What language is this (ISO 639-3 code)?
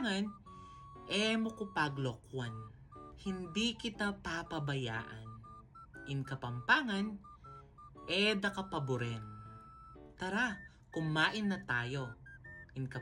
pam